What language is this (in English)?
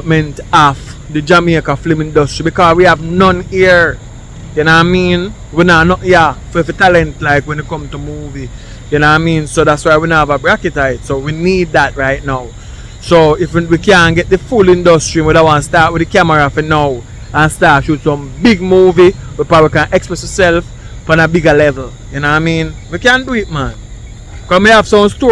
Jamaican Creole English